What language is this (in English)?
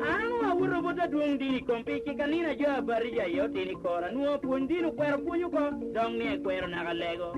Lango (Uganda)